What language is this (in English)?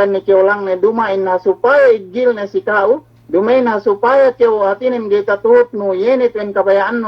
Yakan